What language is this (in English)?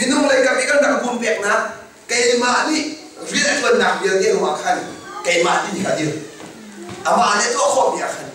Hakha Chin